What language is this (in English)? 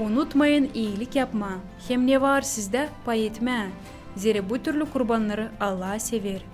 Gagauz